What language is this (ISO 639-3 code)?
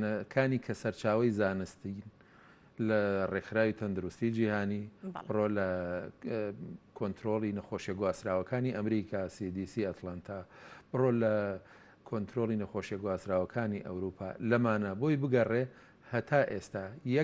ckb